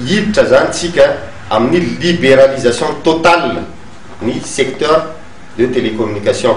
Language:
Malagasy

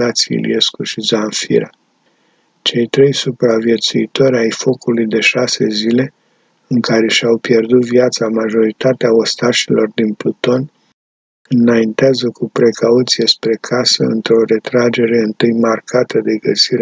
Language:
Romanian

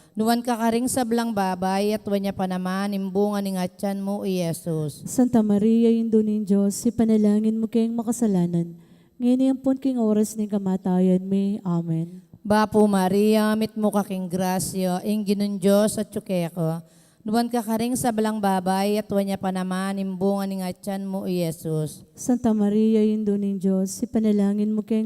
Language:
Pampanga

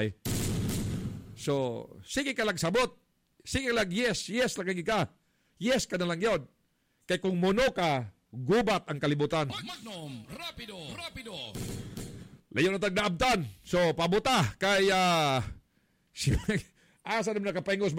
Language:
Cebuano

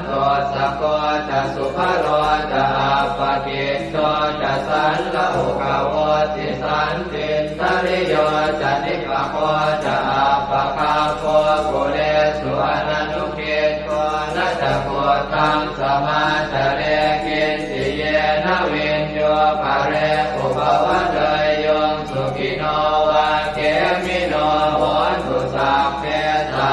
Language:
Pali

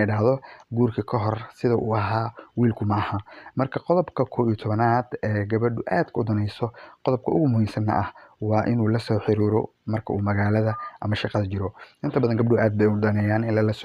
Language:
Somali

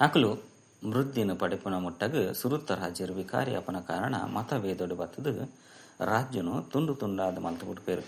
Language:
Tulu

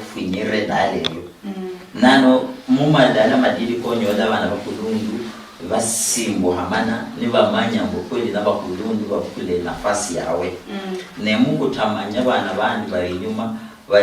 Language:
Luyia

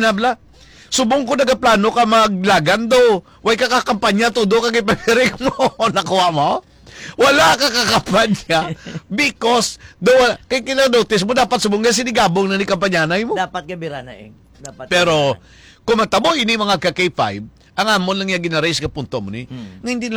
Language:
Hiligaynon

